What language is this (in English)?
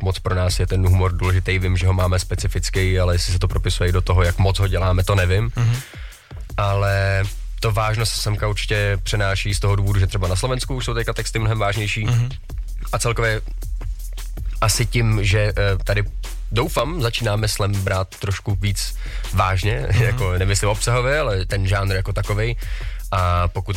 Czech